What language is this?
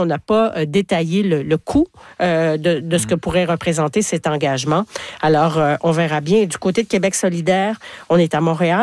French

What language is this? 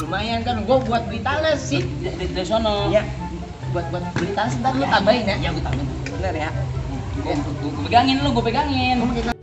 Betawi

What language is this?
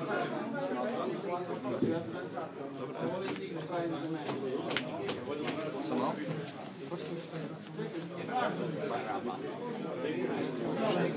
Croatian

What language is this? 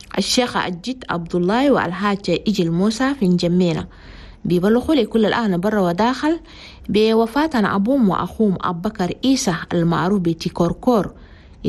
Chadian Arabic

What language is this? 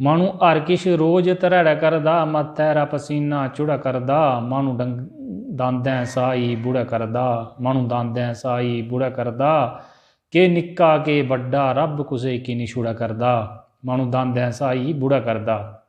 Dogri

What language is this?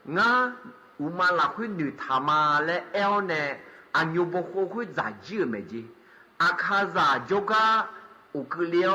Akha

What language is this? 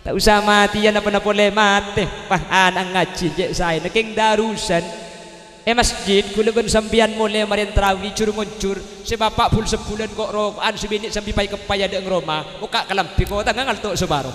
Madurese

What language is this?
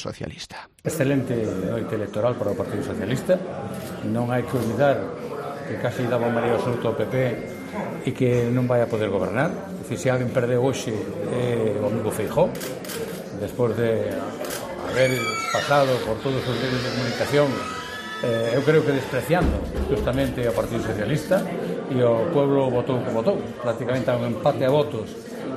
Galician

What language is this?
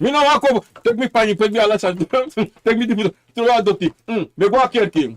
Sranan Tongo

